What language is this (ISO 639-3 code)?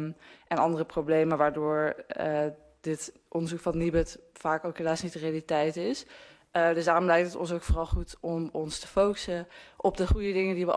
nld